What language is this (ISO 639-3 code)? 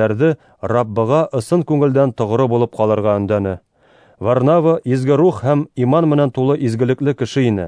bak